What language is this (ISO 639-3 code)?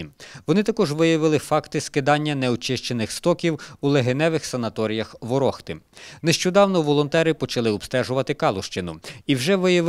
ukr